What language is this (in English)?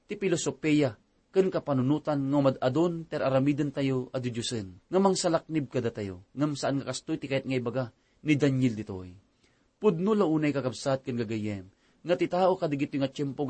Iloko